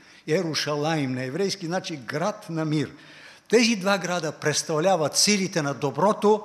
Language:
Bulgarian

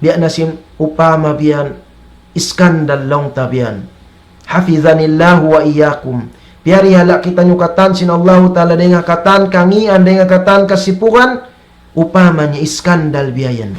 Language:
Tausug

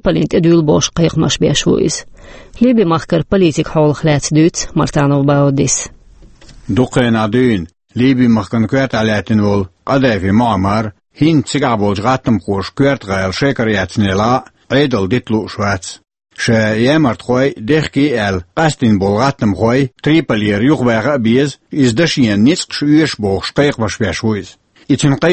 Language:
Chechen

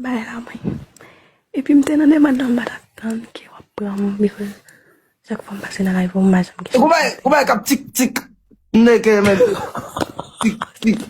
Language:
Haitian Creole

